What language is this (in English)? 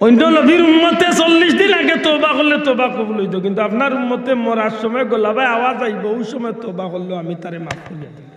Sylheti